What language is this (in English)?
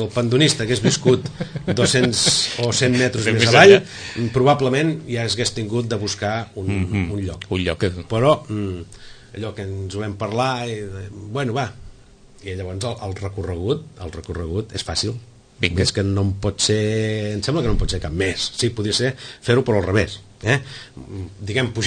Catalan